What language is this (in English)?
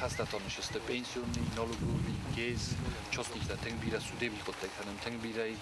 Ossetic